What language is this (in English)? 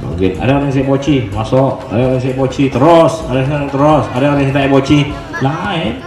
Madurese